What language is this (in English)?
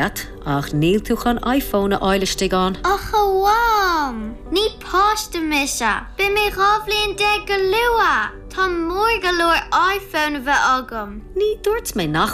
Irish